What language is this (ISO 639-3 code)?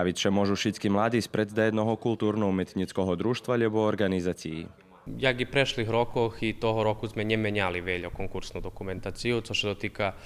rue